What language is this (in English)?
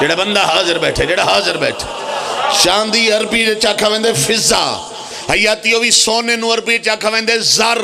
Pahari-Potwari